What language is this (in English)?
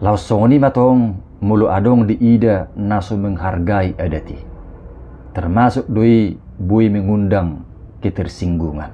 Batak Toba